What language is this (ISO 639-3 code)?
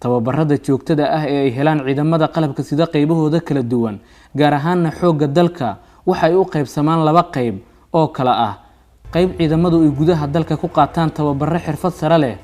som